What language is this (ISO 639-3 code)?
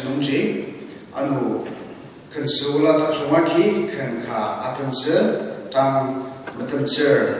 njo